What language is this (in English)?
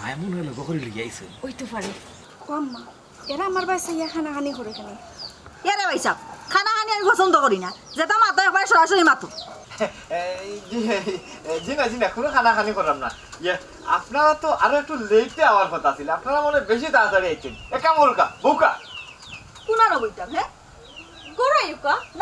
Sylheti